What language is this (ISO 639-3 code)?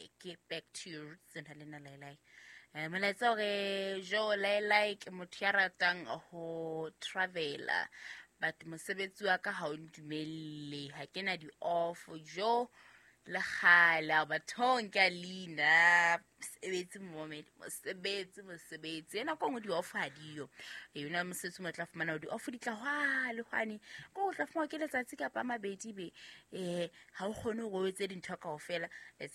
sot